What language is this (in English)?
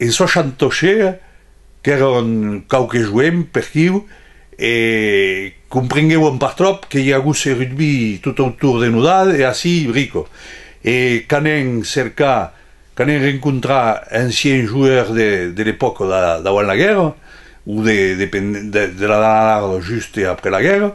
Occitan